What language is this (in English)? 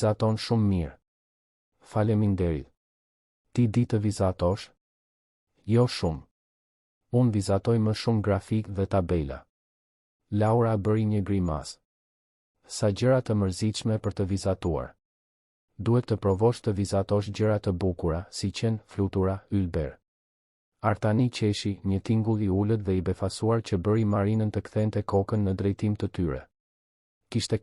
Albanian